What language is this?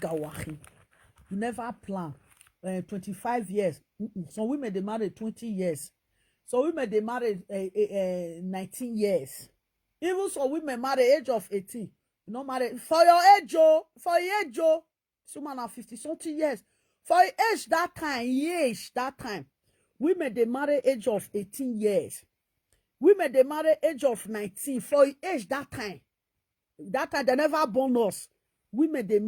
Nigerian Pidgin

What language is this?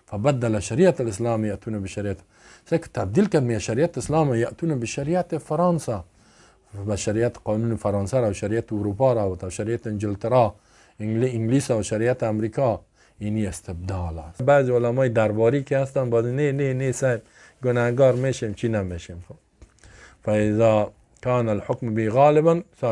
Persian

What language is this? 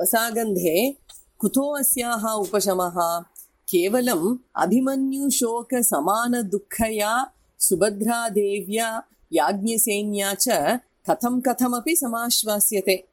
Sanskrit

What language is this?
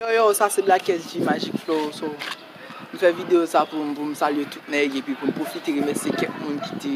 Haitian Creole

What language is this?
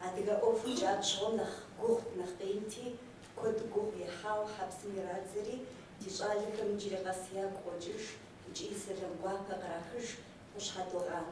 Kabardian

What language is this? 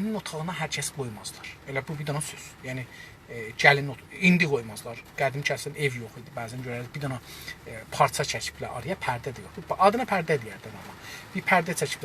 South Azerbaijani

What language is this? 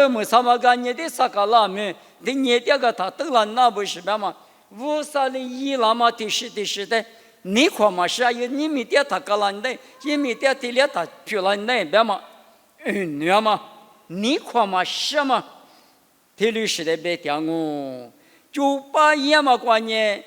Lisu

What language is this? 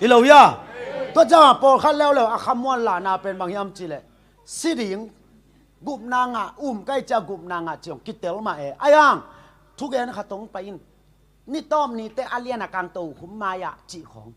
Tedim Chin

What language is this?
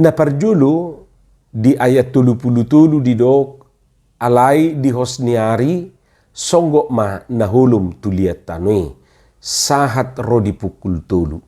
Batak Toba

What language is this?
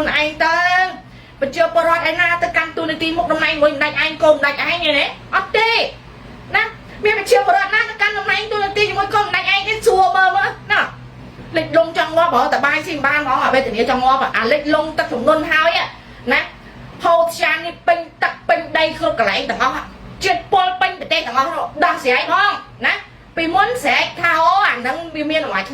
Khmer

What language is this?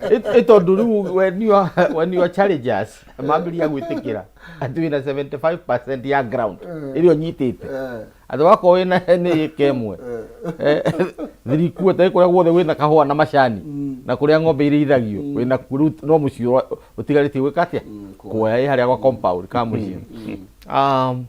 Kikuyu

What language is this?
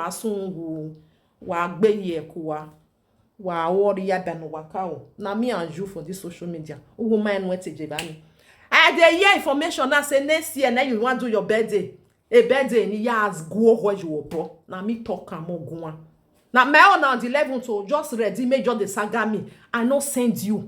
Nigerian Pidgin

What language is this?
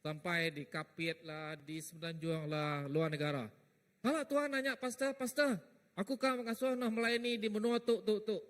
Iban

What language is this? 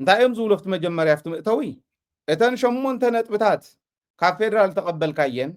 Tigrinya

